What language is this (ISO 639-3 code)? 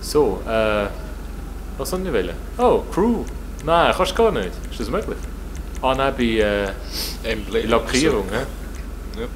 gsw